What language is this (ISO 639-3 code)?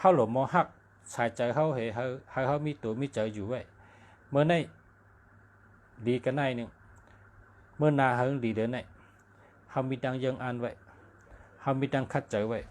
shn